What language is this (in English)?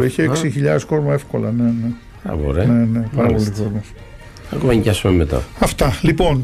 Greek